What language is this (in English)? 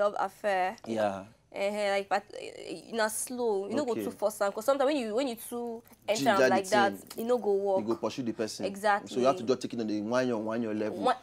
Nigerian Pidgin